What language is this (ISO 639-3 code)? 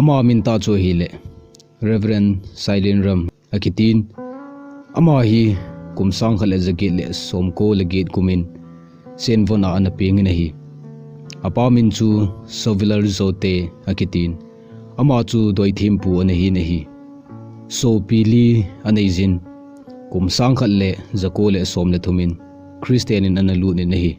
tcz